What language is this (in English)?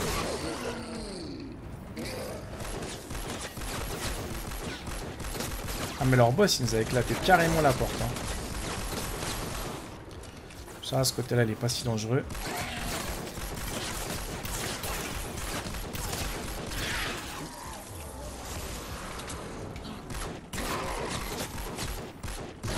French